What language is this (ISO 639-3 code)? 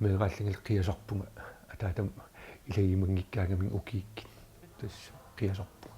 kal